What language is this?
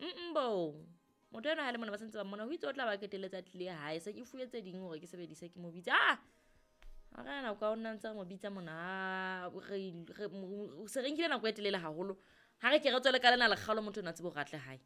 Southern Sotho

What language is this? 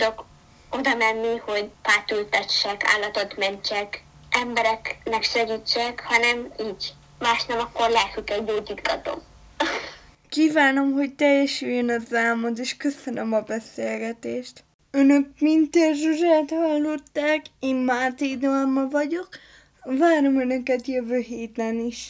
Hungarian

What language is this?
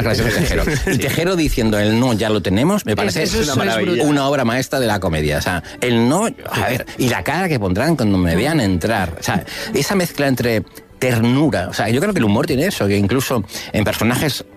Spanish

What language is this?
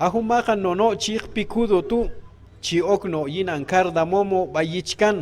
Q'anjob'al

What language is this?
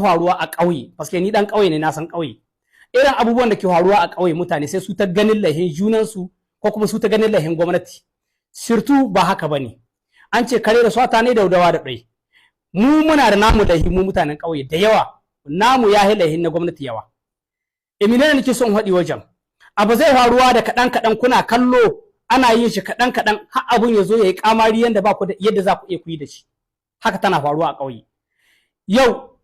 Hausa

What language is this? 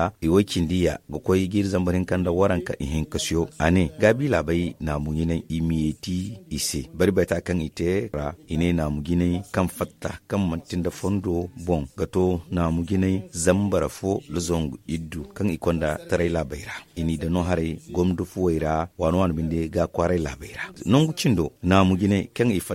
Zarma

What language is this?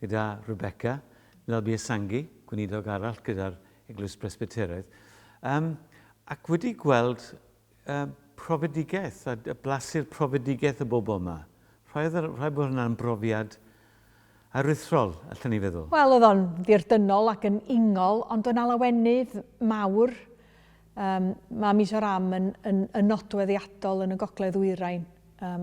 Welsh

